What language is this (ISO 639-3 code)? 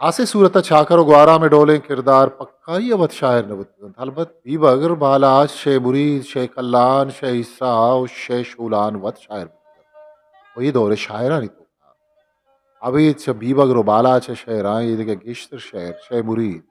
bgp